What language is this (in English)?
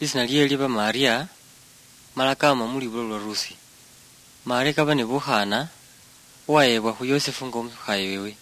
Luyia